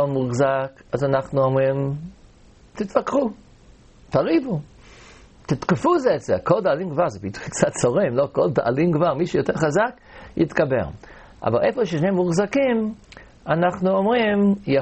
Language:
Hebrew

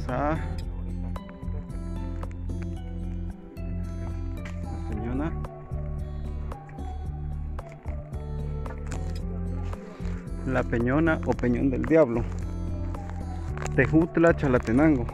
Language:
Spanish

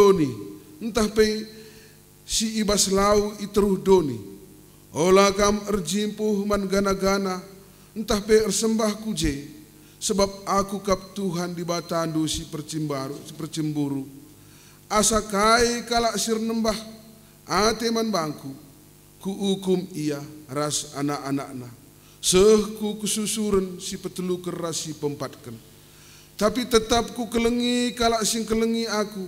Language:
Batak Karo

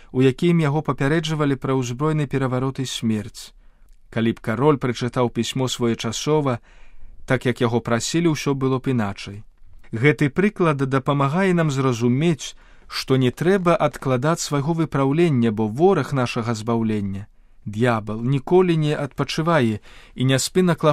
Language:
Belarusian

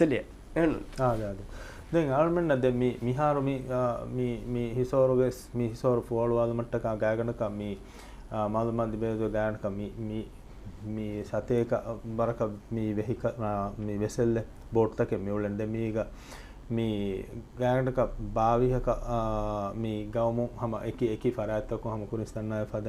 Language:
Divehi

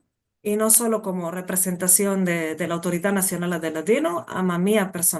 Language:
Ladino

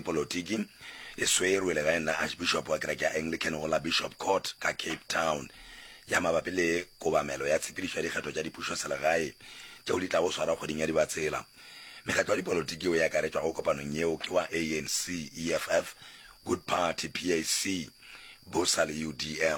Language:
Northern Sotho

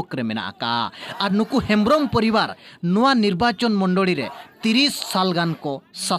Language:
Santali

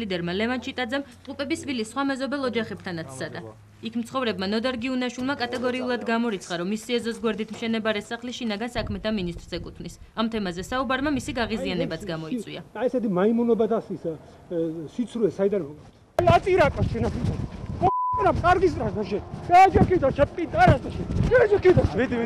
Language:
Georgian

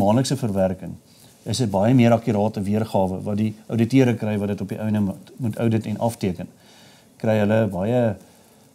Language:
Afrikaans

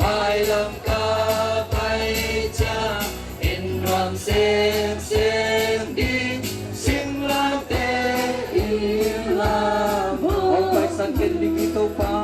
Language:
Tedim Chin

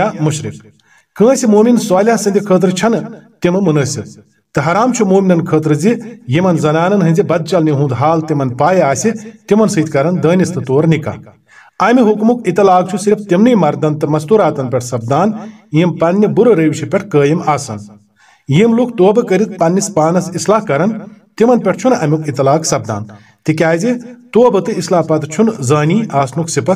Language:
Kashmiri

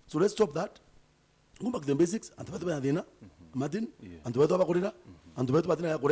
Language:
Meru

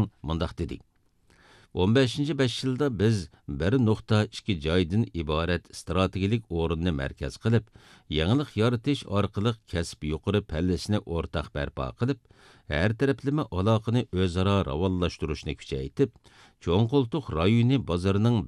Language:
Uyghur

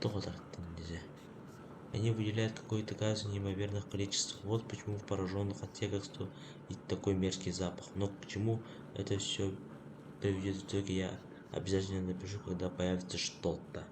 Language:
Yakut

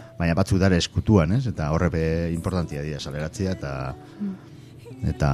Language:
Basque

